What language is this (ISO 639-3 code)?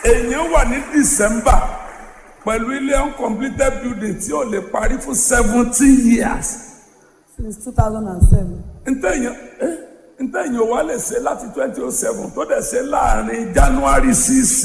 yor